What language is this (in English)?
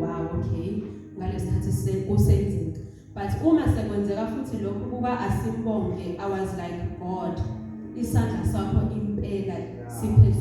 Zulu